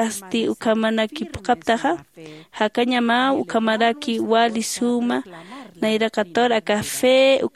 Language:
Aymara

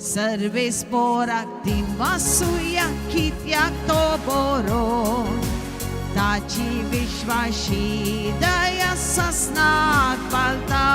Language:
Konkani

